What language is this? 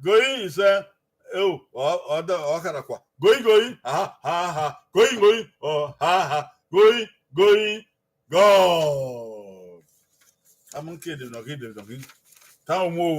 Bini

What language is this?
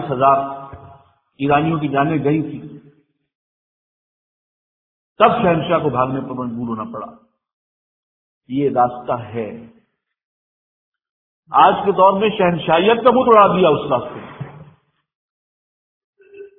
Urdu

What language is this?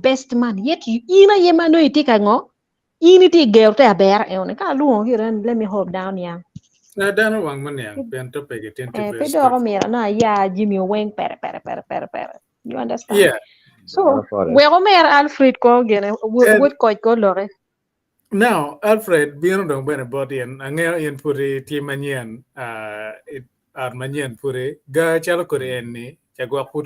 Acoli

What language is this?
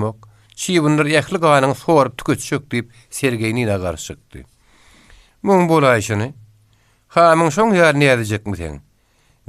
Turkmen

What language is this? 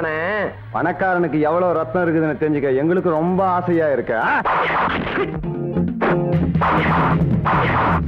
Tamil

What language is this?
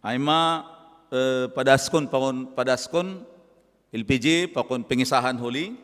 Batak Simalungun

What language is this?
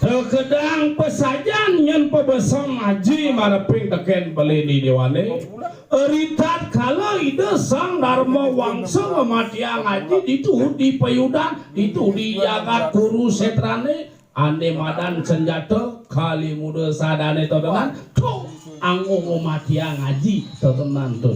Balinese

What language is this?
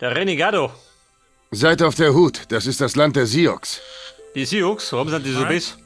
Bavarian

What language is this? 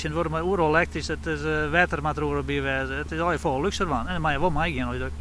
Western Frisian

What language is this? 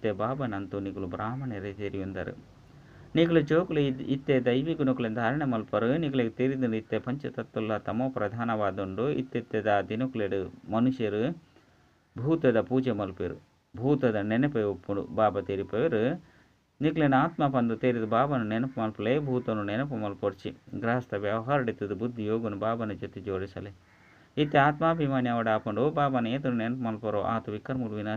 Tulu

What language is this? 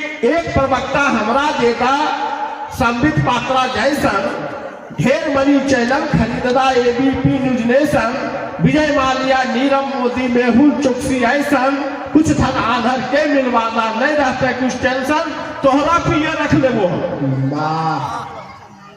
Magahi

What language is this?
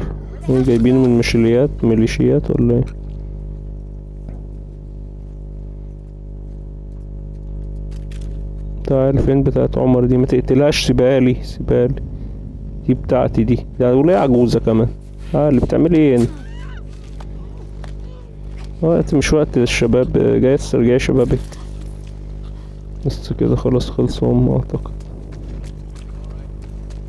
Egyptian Arabic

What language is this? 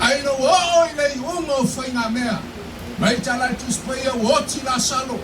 Samoan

